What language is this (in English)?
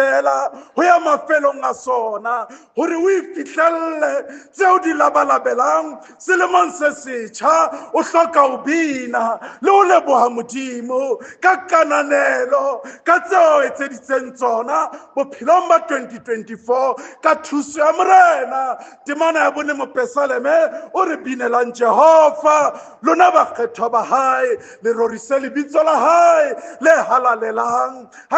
Southern Sotho